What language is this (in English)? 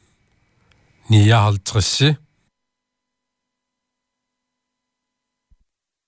Danish